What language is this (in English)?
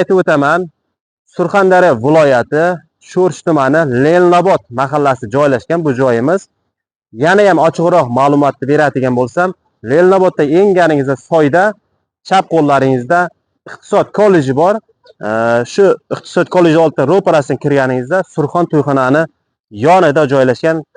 Uzbek